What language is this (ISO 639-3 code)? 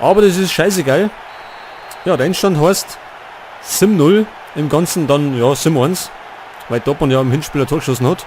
bar